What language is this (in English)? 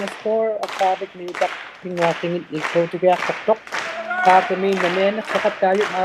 Inuktitut